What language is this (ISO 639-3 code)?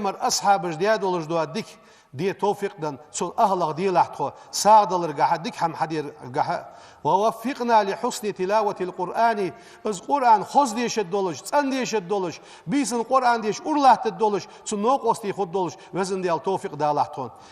inh